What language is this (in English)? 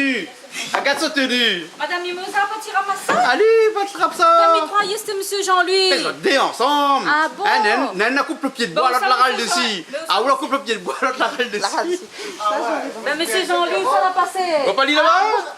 Réunion Creole French